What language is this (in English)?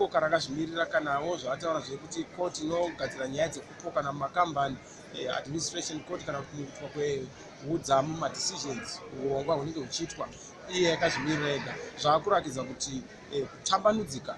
Shona